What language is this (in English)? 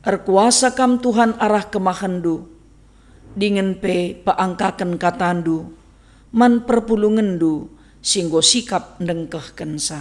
Batak Karo